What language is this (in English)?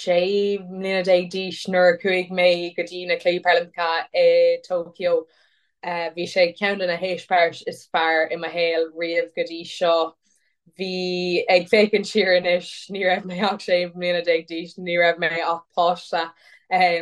Irish